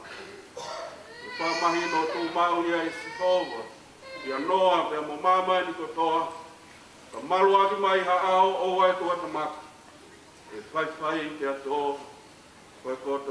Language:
Tongan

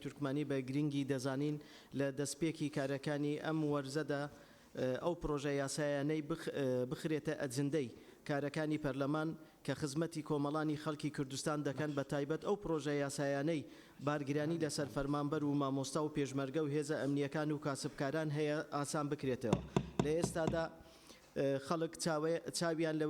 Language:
Central Kurdish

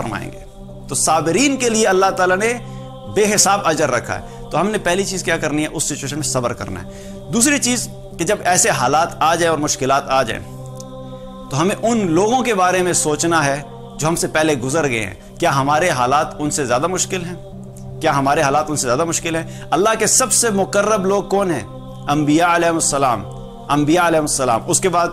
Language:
Urdu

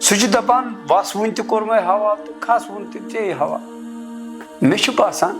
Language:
Kashmiri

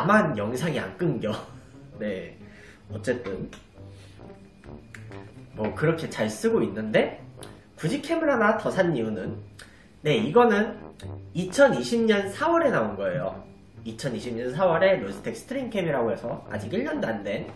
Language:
Korean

